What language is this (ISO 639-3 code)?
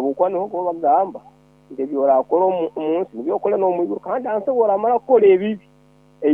nyn